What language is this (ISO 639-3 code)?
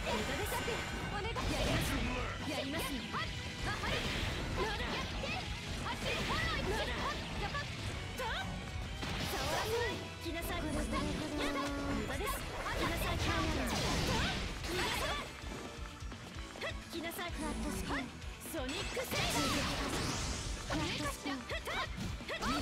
jpn